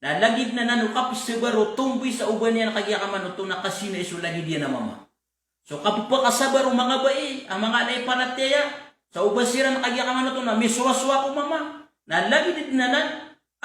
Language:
Maranao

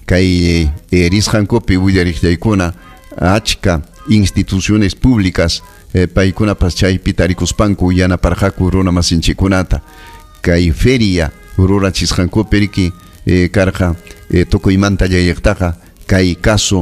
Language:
Ayacucho Quechua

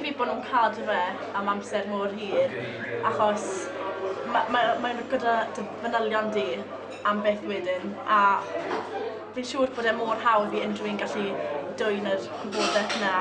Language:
Welsh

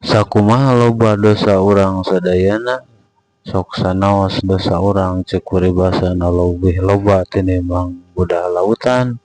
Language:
Sundanese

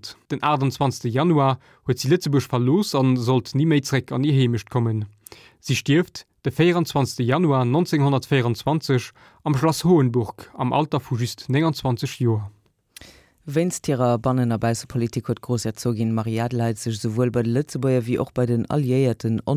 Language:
Luxembourgish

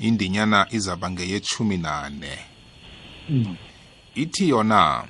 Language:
South Ndebele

